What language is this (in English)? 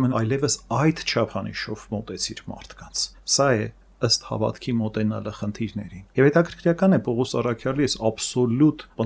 Armenian